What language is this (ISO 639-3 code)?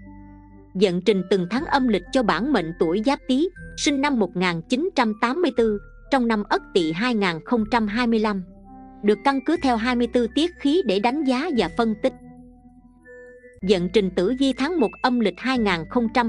vie